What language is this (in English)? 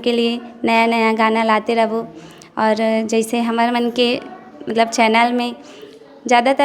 Chhattisgarhi